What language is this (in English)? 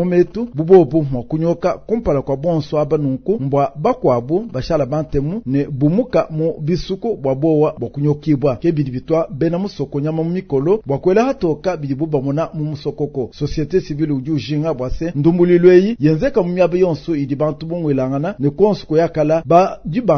Luba-Lulua